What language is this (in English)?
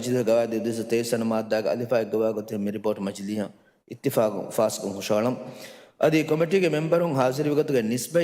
Divehi